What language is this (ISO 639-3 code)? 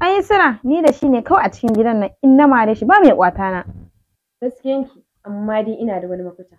hau